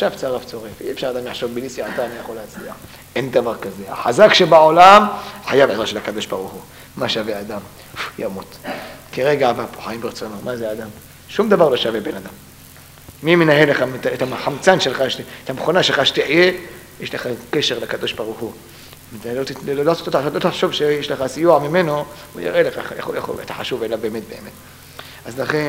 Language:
Hebrew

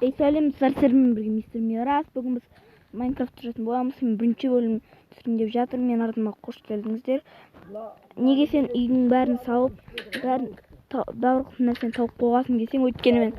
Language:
Kazakh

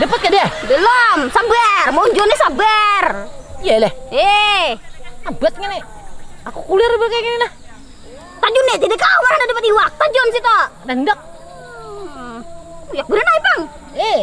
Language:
Banjar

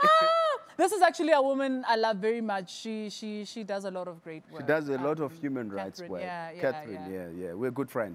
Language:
English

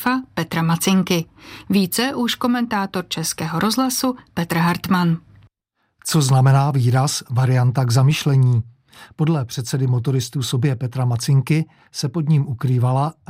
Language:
Czech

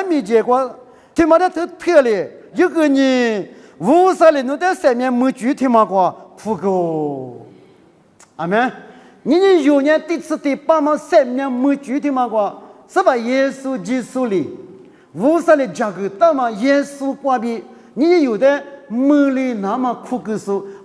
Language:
Lisu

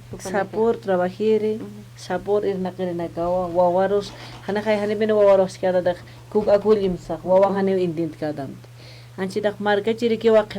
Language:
Aymara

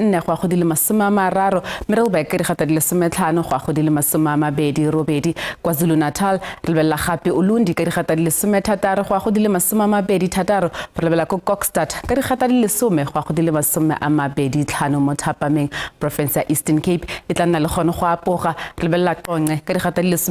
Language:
Tswana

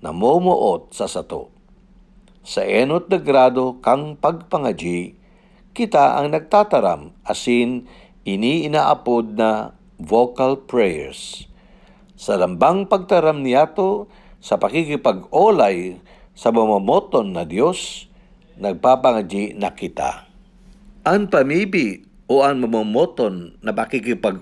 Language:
Bikol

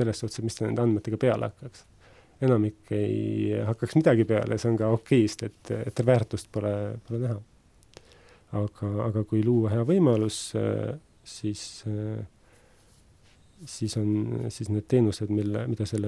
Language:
Estonian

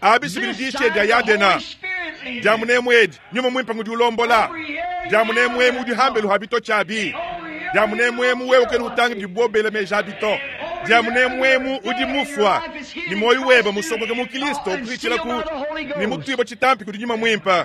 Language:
Luba-Lulua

